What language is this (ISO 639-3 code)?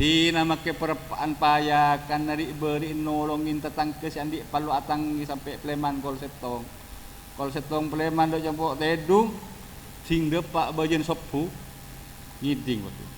mad